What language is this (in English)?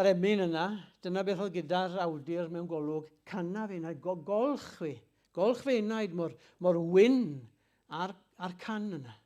Welsh